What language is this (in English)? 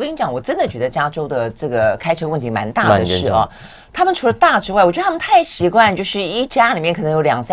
Chinese